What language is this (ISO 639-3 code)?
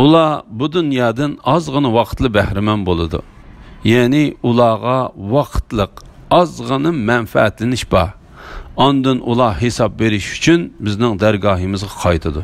uig